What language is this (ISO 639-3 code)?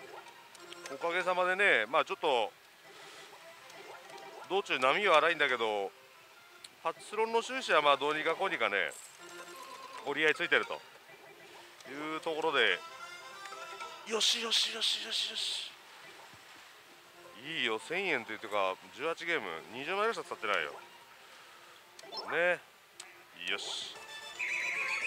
jpn